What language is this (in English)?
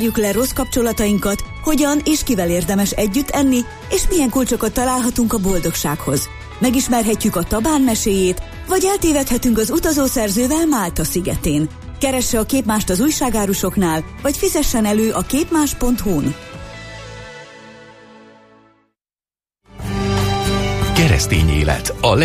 Hungarian